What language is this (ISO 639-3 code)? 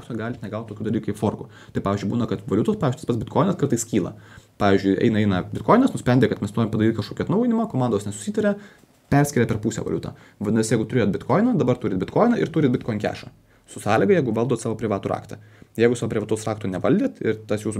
lit